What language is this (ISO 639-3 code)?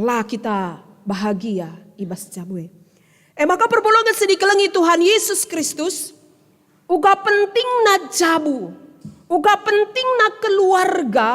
btx